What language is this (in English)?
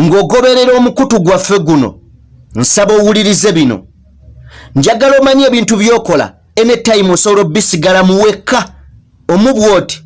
Ganda